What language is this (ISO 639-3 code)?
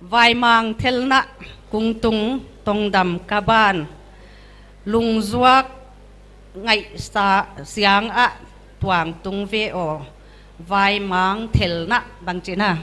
pck